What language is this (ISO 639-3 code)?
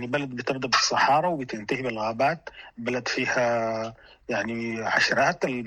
apd